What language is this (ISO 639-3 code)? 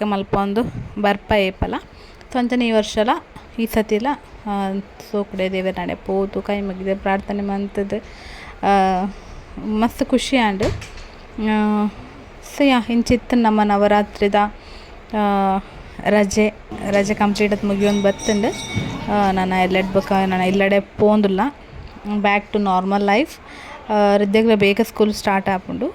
tcy